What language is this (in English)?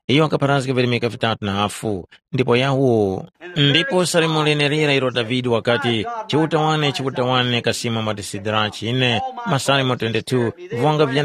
Tumbuka